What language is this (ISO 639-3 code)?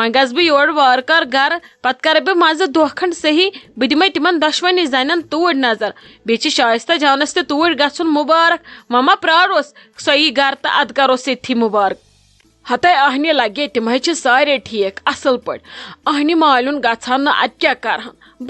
kas